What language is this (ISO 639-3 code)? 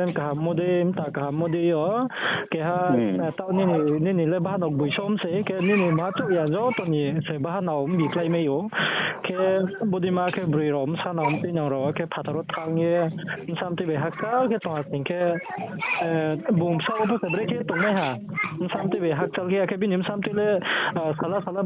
ria